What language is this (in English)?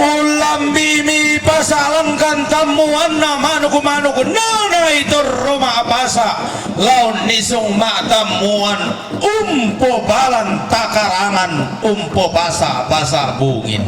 Toraja-Sa'dan